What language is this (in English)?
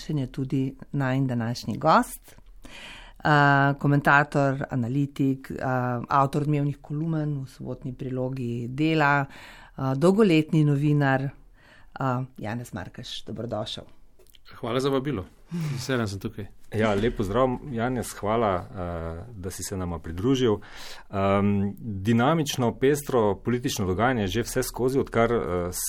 Slovenian